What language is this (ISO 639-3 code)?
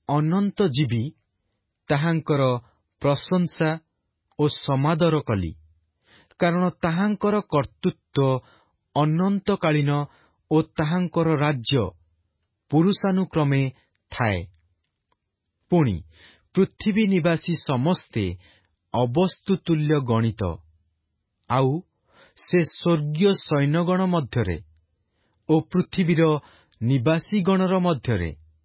ori